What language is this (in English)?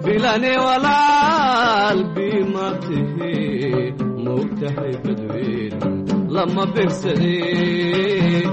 Somali